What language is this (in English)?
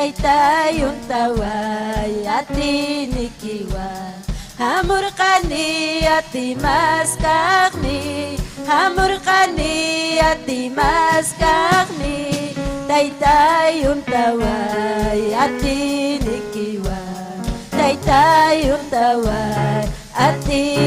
Ayacucho Quechua